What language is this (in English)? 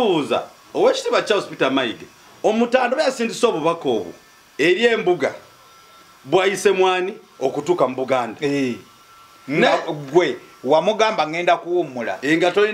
Ganda